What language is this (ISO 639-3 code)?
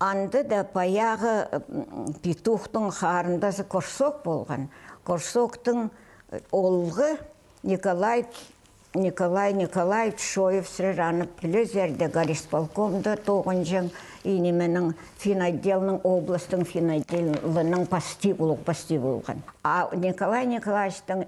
kjh